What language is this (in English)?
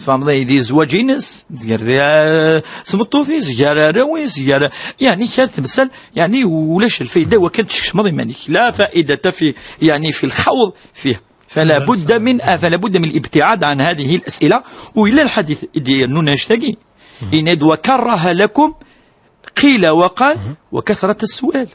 Kabyle